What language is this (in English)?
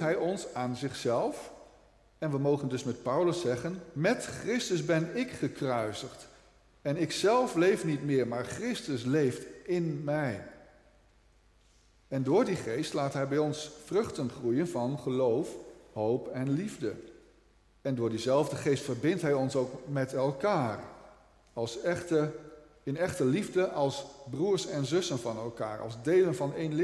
Dutch